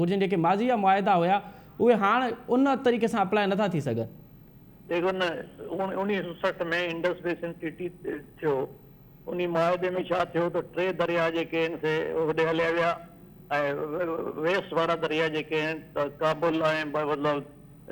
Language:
Sindhi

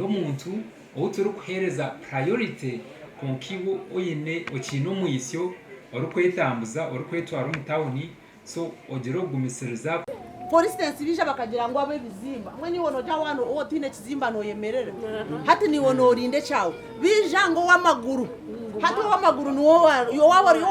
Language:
Nyankole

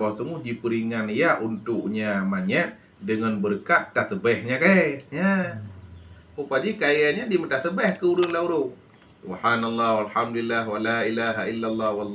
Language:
Achinese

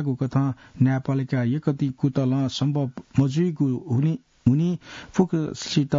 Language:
Newari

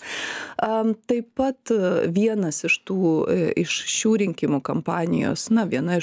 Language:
Lithuanian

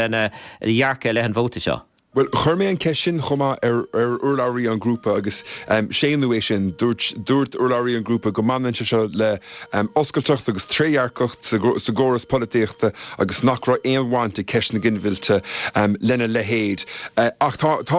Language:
Irish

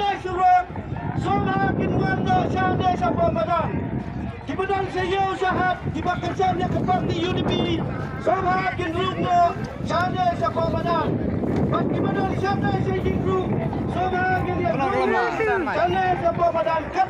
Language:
Khasi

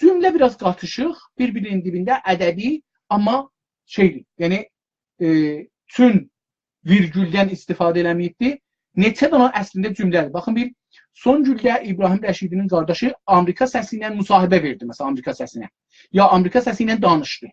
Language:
South Azerbaijani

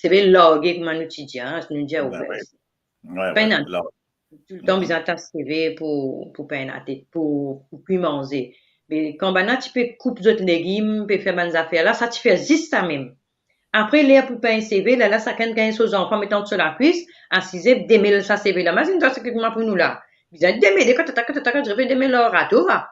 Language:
Morisyen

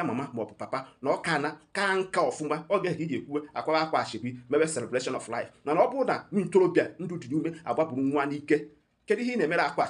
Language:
Igbo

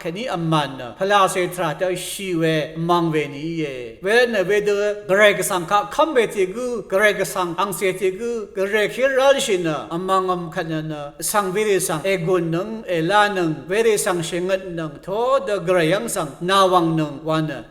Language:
Rawang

